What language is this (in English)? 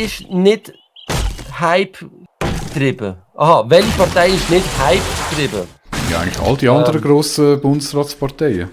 Swiss German